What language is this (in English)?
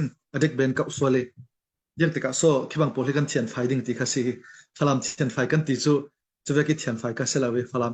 Falam Chin